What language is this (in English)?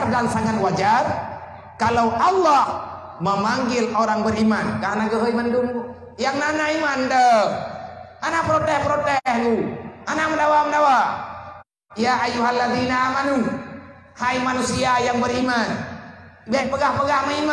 Achinese